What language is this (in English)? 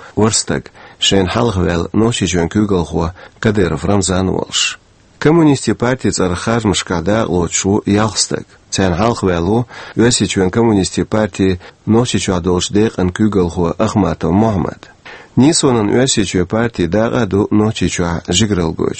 Chechen